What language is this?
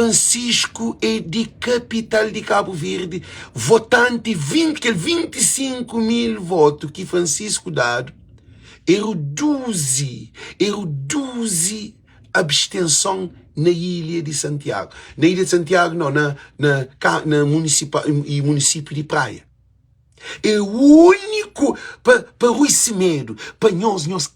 Kabuverdianu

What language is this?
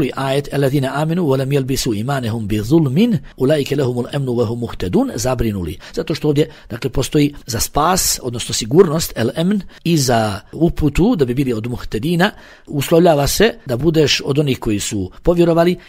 Bosnian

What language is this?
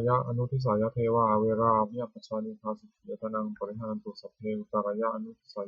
Pali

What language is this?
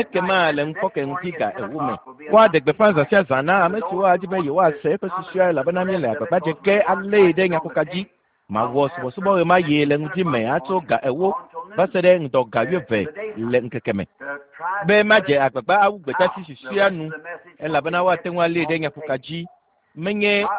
Ewe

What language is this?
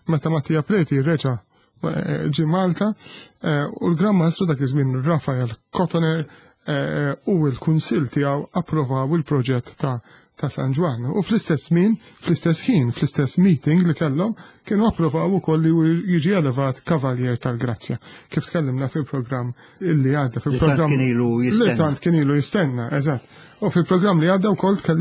Maltese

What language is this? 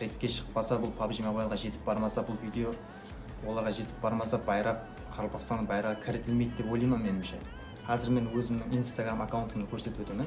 Kara-Kalpak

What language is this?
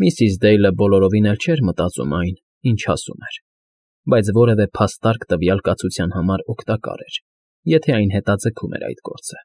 Armenian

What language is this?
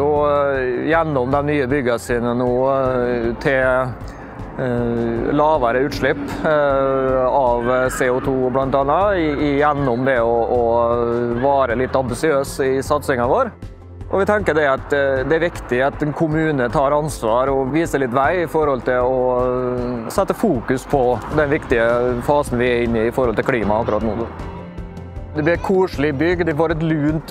Norwegian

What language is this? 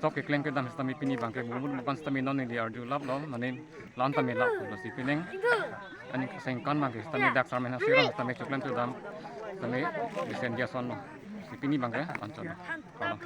Karbi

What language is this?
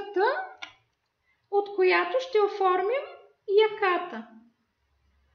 Bulgarian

